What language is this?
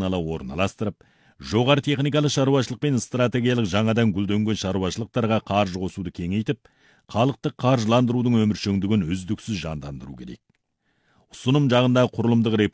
Kazakh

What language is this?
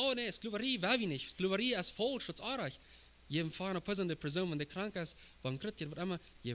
Plautdietsch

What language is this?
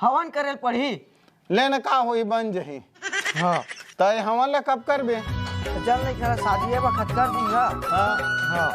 Chhattisgarhi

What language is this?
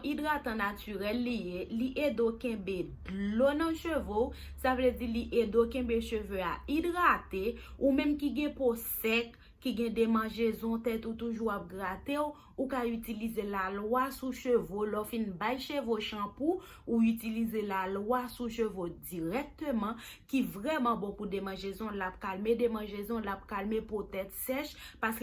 Haitian Creole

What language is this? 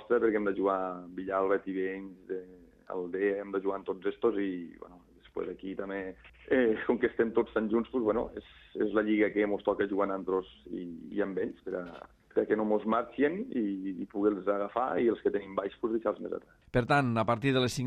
Catalan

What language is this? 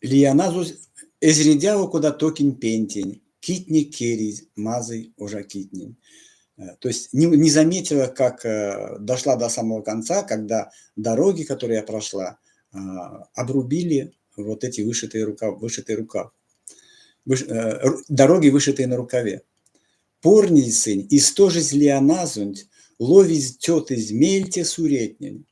Erzya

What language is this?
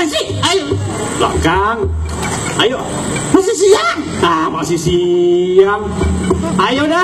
Betawi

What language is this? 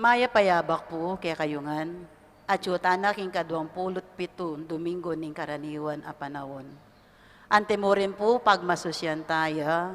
Pampanga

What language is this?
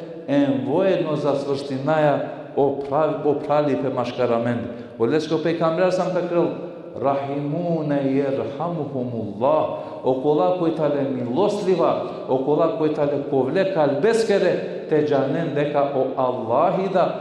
Balkan Romani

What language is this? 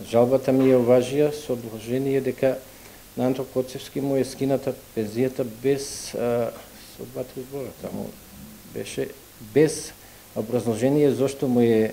Macedonian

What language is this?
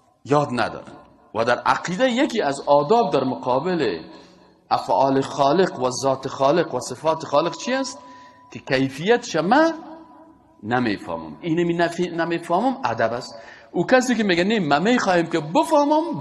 Persian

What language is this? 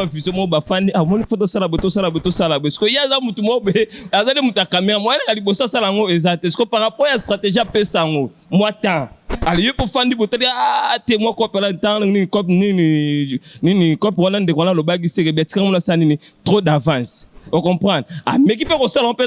Lingala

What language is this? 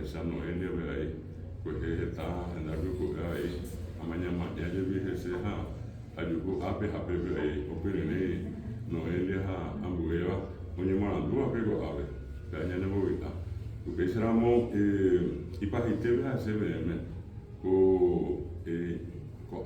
Guarani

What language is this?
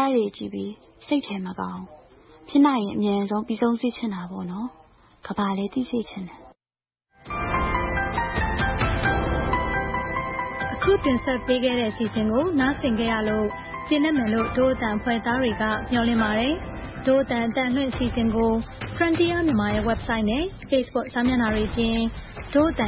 Burmese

